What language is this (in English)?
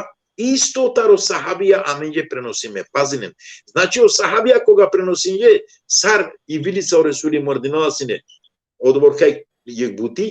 Balkan Romani